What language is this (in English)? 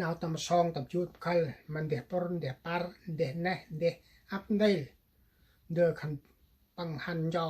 Central Mnong